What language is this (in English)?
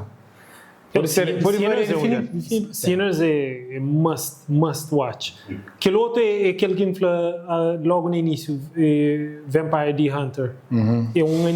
Kabuverdianu